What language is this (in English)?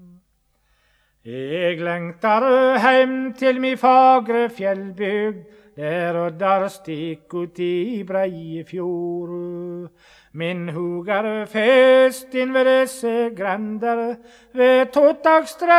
Norwegian